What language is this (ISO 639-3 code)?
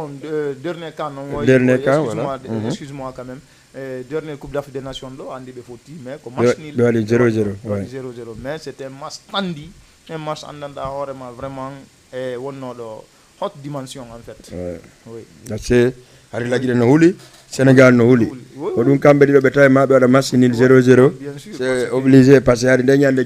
ful